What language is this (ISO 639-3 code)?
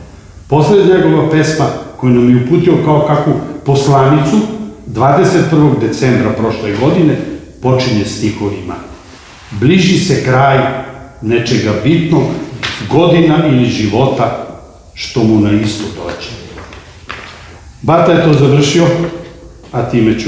srp